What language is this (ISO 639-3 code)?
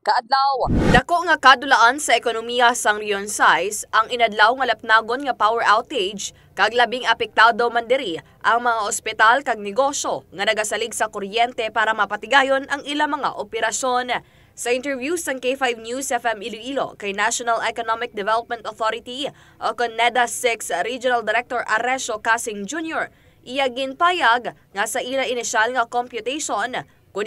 hil